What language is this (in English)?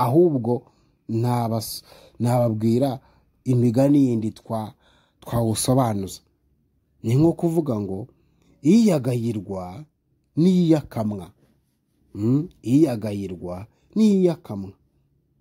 Kinyarwanda